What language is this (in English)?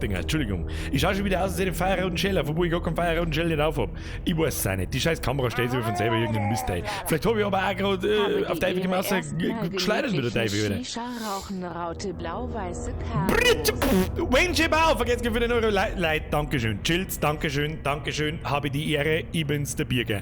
Bavarian